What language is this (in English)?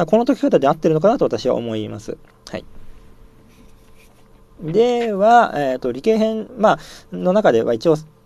Japanese